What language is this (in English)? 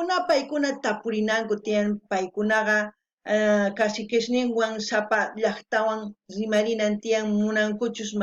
South Bolivian Quechua